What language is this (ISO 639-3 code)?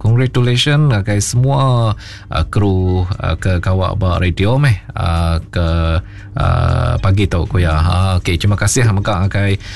iba